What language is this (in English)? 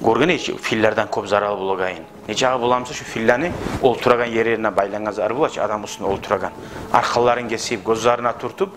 Kumyk